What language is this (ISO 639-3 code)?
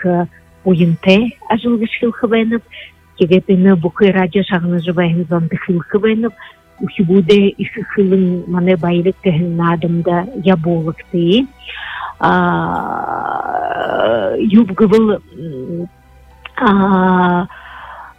bua